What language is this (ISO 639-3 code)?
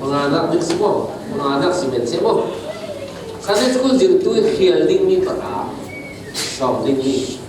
cfm